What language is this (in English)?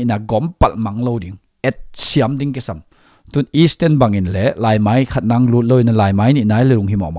Tedim Chin